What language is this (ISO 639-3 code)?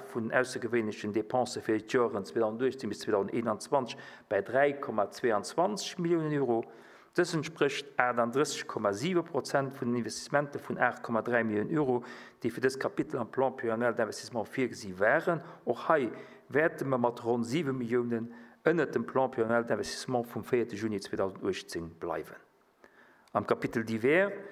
ltz